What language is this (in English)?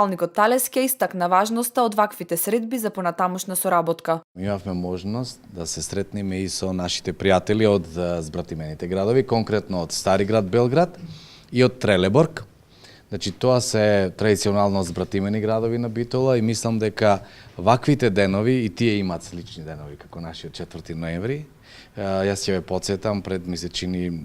Macedonian